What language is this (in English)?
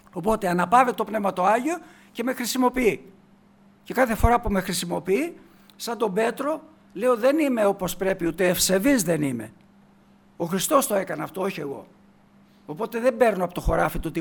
Greek